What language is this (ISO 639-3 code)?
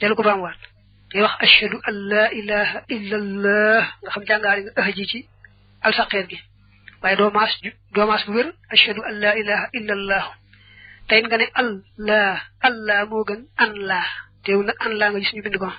wol